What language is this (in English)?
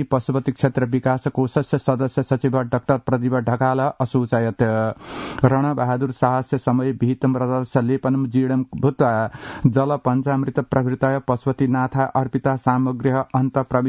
Sanskrit